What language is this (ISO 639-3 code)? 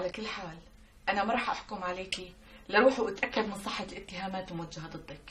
apc